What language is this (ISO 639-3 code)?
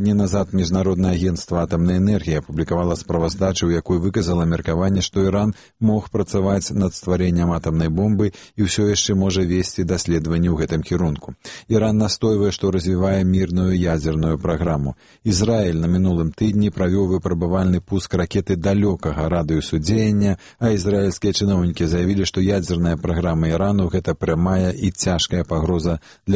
bel